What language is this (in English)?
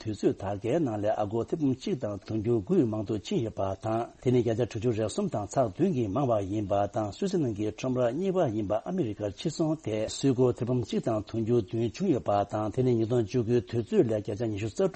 Tibetan